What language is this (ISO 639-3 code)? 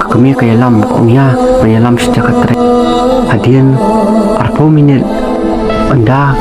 kha